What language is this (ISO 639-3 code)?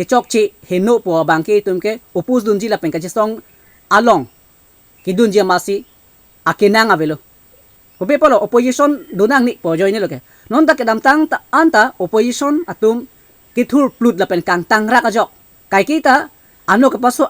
mjw